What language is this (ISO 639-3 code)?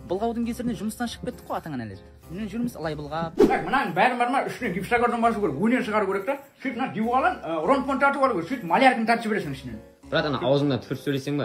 kaa